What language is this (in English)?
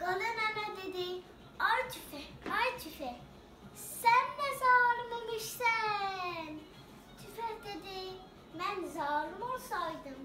South Azerbaijani